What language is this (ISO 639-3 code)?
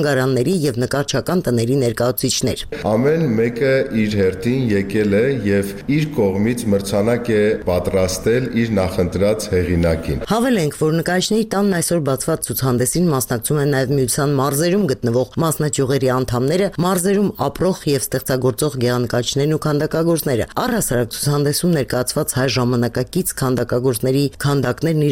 hye